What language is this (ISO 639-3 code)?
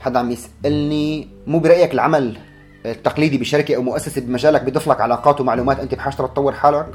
apc